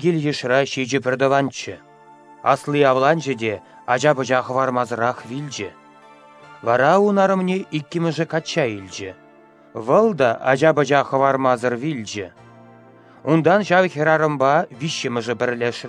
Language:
Chuvash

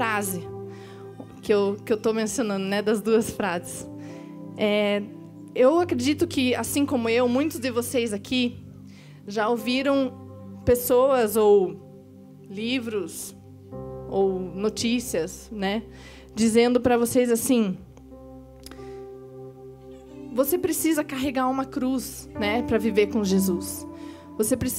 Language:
Portuguese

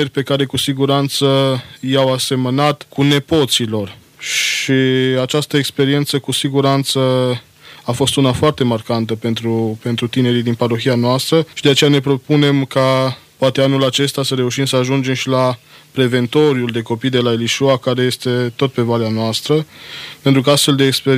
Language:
Romanian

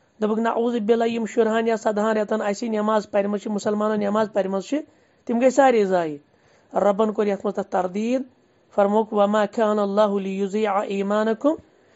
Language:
Kashmiri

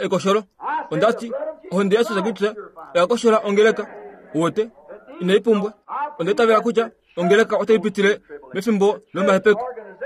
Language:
Kuanyama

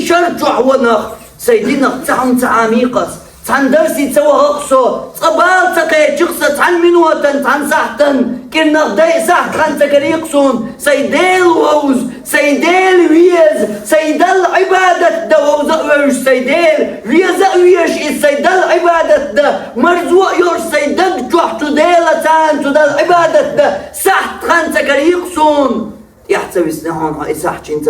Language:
Chechen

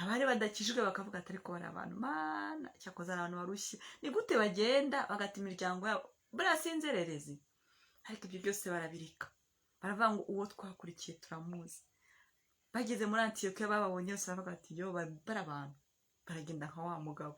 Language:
Kinyarwanda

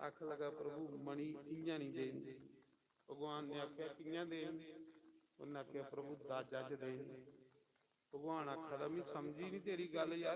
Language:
Dogri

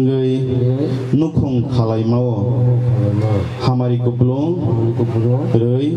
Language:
Kok Borok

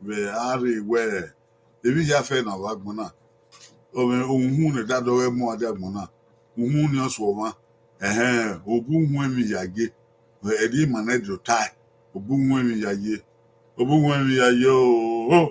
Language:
Bini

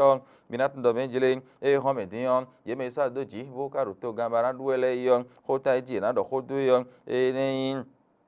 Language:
Fon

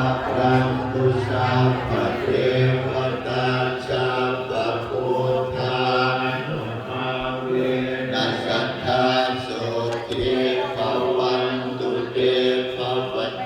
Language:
Pali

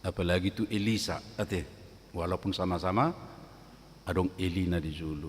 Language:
Batak Toba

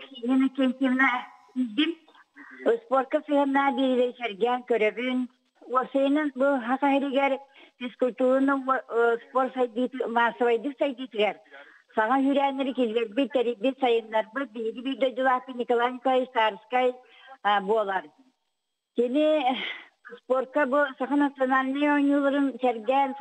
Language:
Yakut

